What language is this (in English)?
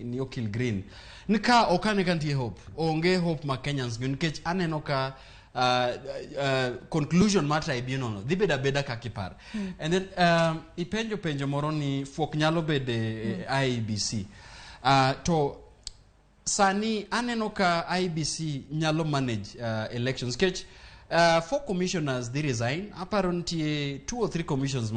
Luo (Kenya and Tanzania)